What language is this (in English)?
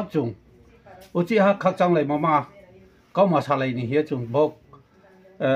Riang (India)